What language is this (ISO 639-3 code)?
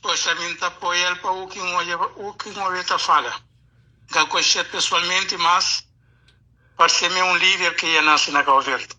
kea